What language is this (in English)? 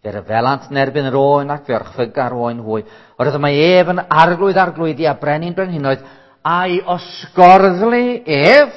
Welsh